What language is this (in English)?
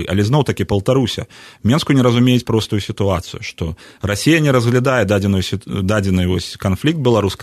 Belarusian